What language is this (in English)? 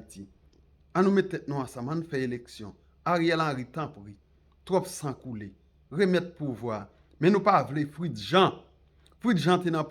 Haitian Creole